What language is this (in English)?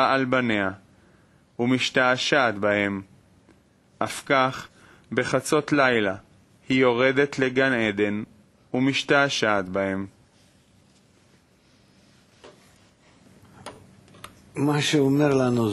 Hebrew